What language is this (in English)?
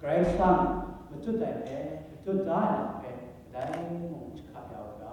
Kachin